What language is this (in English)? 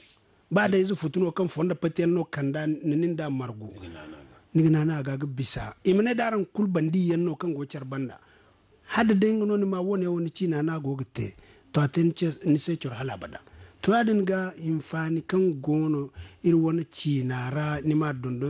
Zarma